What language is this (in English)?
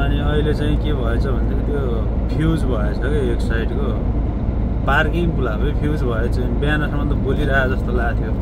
Nepali